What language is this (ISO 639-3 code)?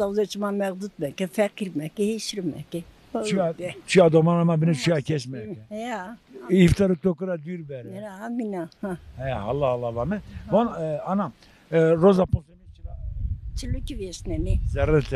zza